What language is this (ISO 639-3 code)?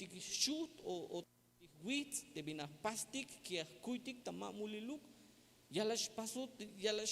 tzh